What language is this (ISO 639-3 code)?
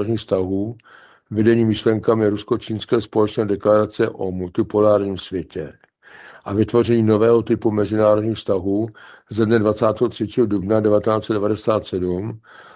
ces